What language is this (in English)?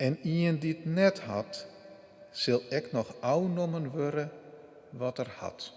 Western Frisian